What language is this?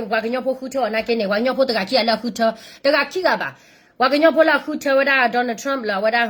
S'gaw Karen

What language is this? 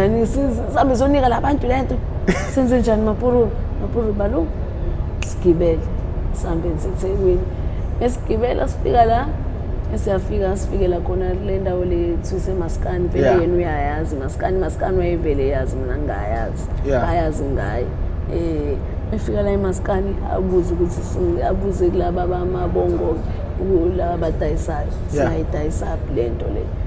Zulu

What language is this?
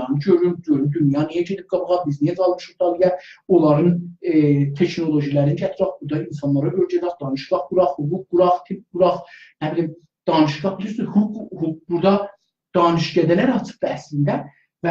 South Azerbaijani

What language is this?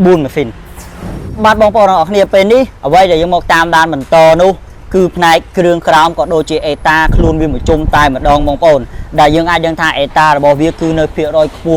Khmer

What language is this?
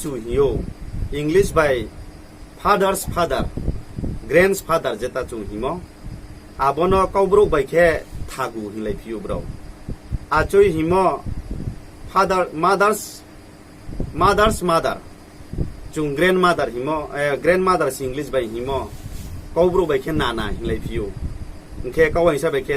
Riang (India)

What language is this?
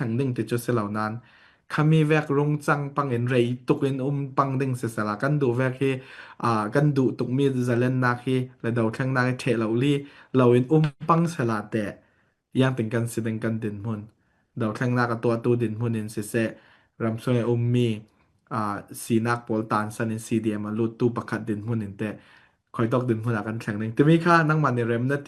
Falam Chin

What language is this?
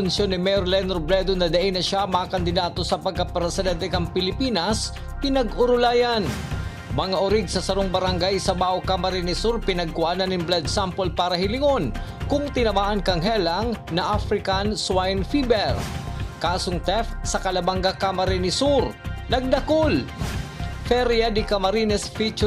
Bikol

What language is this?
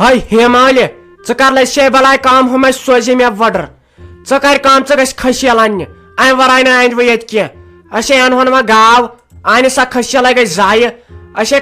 Kashmiri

